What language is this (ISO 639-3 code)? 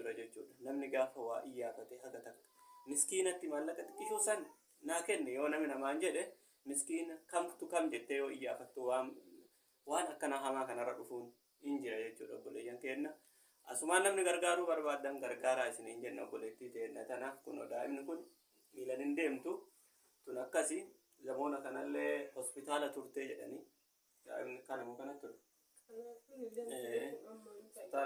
orm